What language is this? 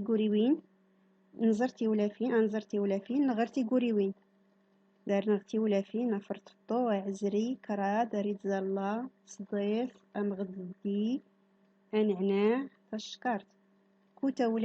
Central Atlas Tamazight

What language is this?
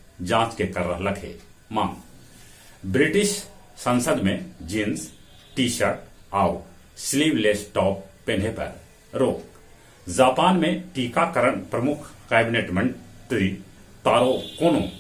Magahi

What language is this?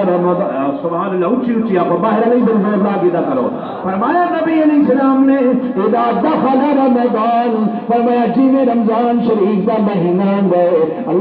Saraiki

